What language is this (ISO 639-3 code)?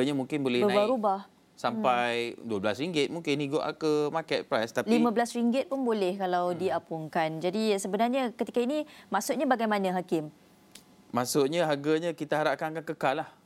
msa